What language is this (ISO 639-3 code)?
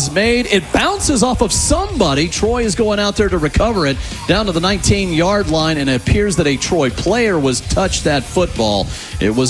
eng